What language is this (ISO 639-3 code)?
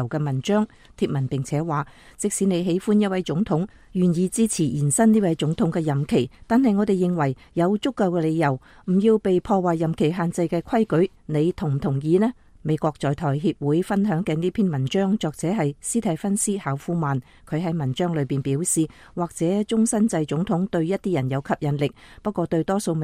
yue